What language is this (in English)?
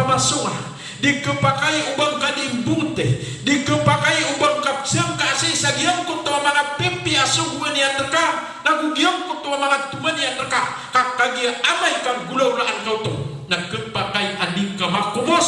Maranao